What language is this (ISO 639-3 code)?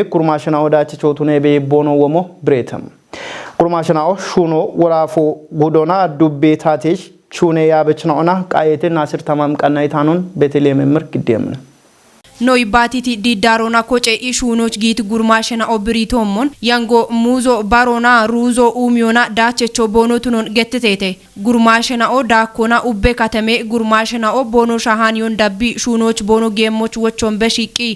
kbr